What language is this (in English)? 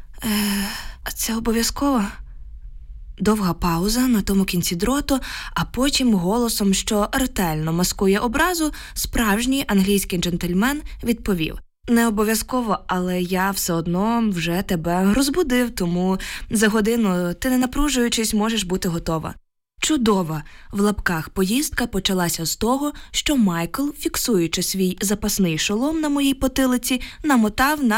Ukrainian